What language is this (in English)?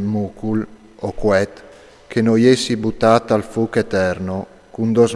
Friulian